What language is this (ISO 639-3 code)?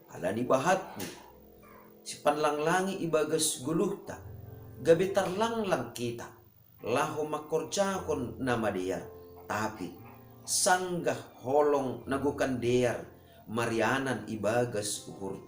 bts